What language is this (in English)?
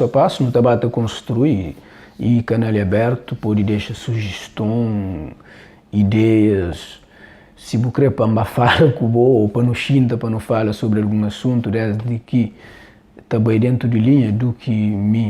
Kabuverdianu